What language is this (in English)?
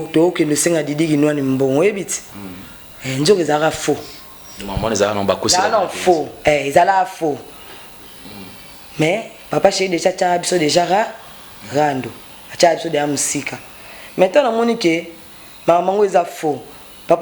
Lingala